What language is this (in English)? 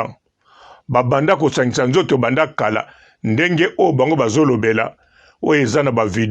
Lingala